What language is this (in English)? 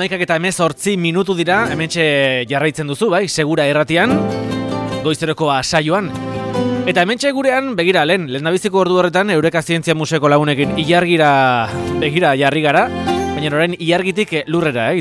Basque